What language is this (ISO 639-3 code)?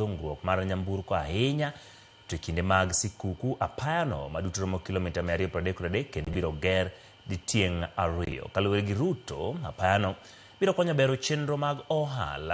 luo